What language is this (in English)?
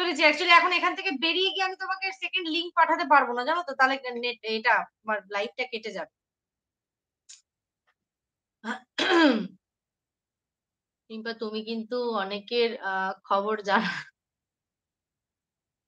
Bangla